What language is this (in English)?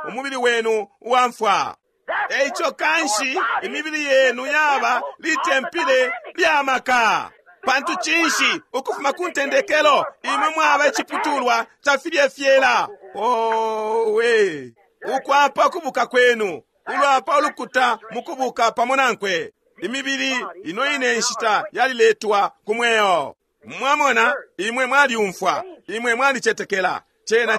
Bemba